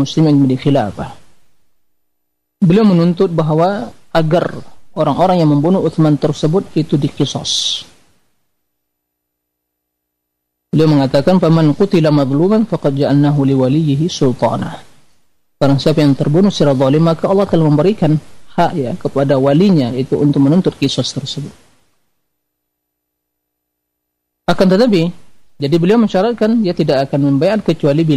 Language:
Indonesian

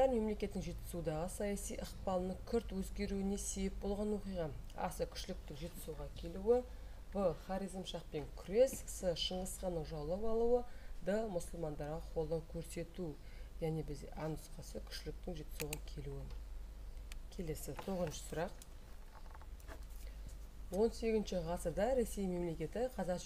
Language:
Kazakh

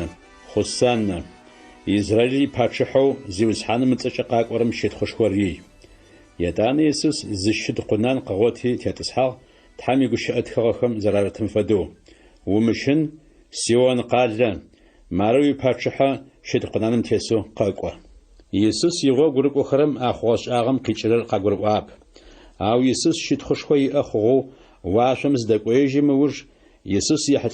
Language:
Adyghe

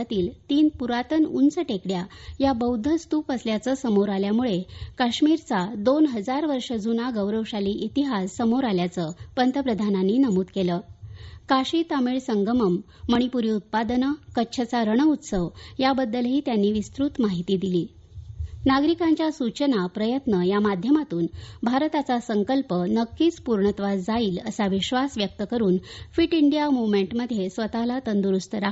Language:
Marathi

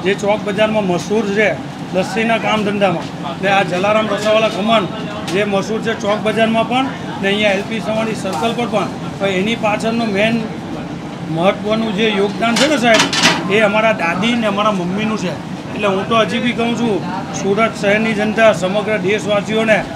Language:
Gujarati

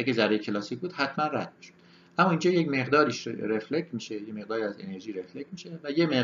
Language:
Persian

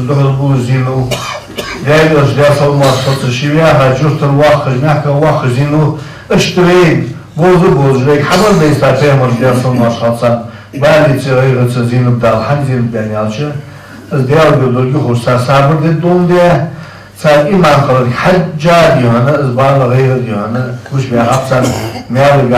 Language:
Ingush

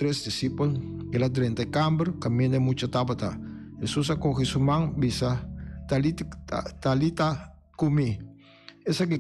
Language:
Papiamento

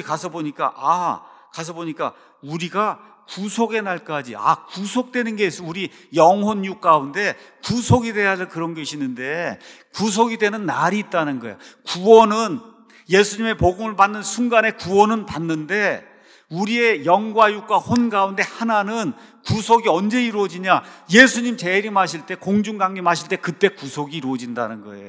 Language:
Korean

